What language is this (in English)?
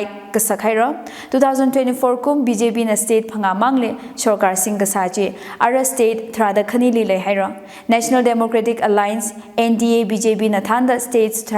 Tangkhul Naga (India)